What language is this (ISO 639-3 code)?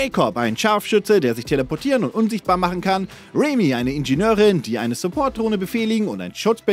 deu